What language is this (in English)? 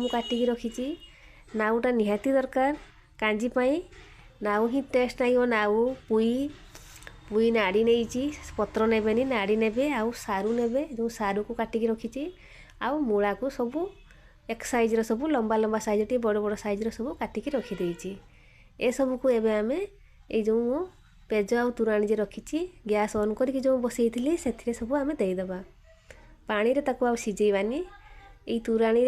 Odia